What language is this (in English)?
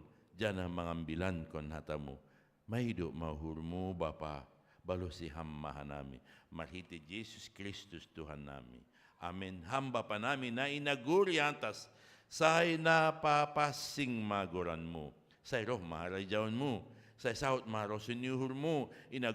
Batak Simalungun